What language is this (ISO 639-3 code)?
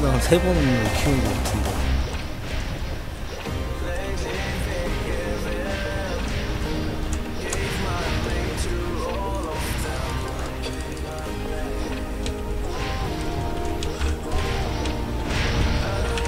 kor